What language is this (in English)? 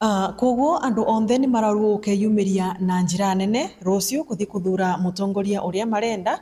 Meru